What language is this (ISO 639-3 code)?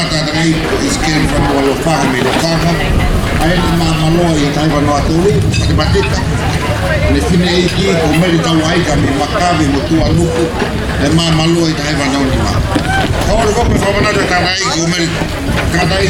ton